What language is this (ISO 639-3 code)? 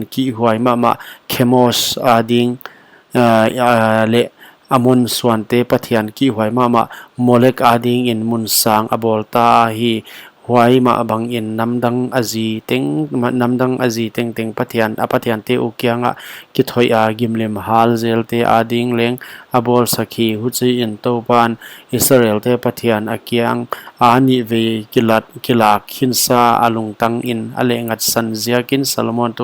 pck